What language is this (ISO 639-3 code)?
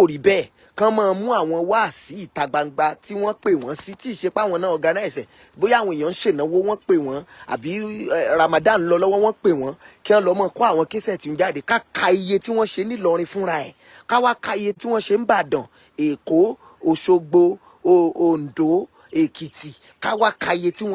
yor